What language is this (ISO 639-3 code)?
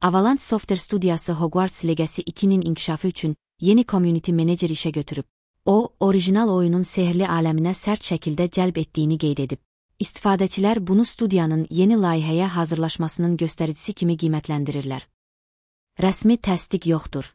aze